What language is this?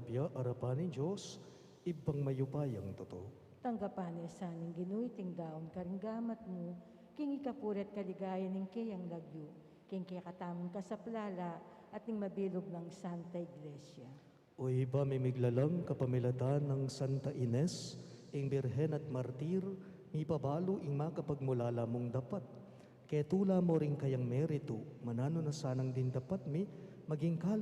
Pampanga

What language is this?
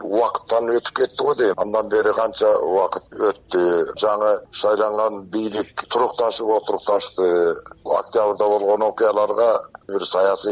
Kyrgyz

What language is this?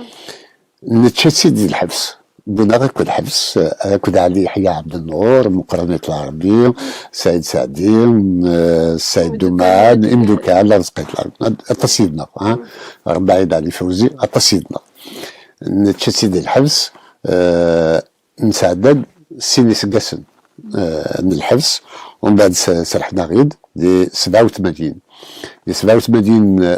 Kabyle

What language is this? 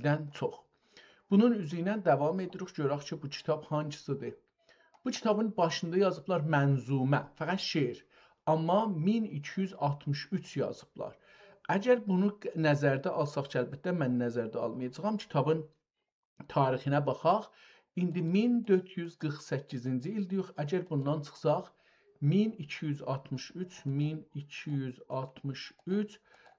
South Azerbaijani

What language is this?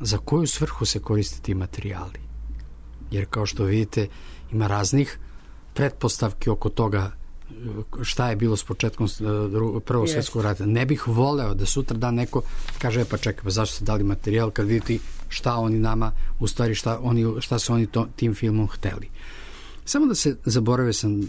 Serbian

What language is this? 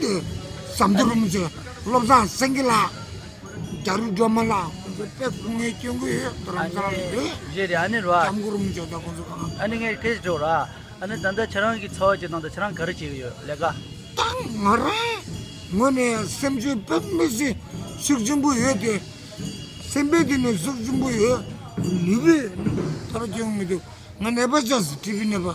Tibetan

